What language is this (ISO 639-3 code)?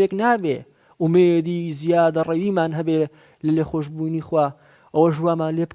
ckb